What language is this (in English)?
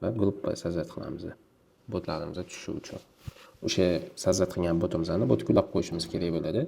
Uzbek